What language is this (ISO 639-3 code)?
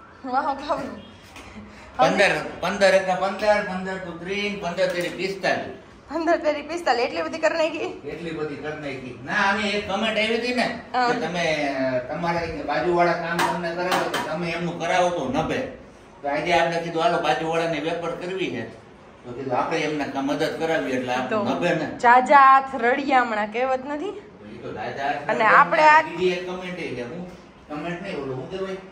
guj